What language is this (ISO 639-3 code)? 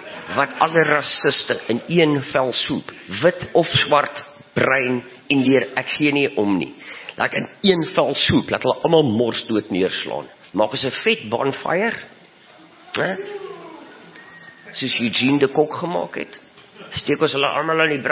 afr